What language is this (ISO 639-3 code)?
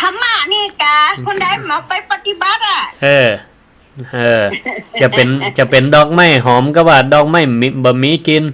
nod